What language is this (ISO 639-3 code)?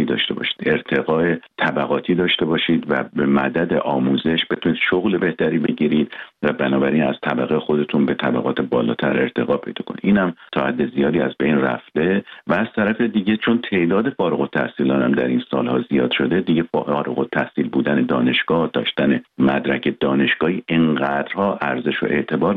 fas